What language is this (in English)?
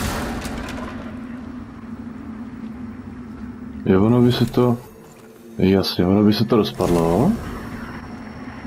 Czech